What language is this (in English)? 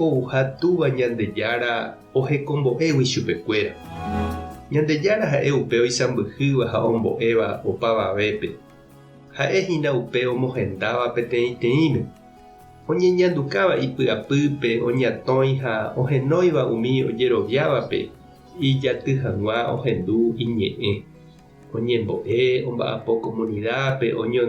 Guarani